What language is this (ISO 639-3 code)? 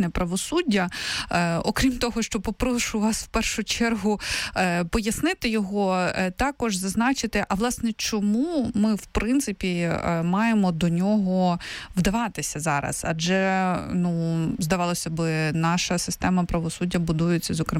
ukr